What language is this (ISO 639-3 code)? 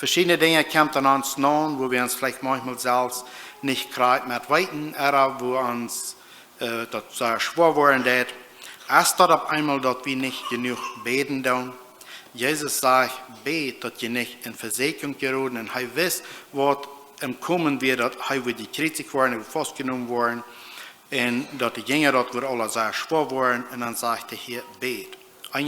pdt